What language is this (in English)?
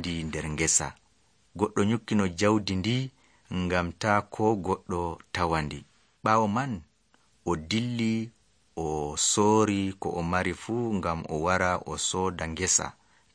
Nigerian Fulfulde